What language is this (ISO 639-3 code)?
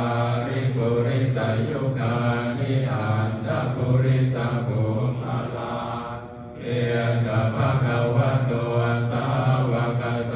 pli